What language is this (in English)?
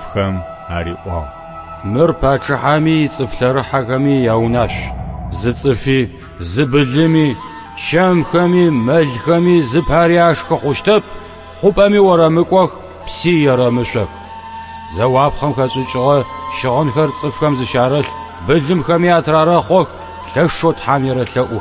Adyghe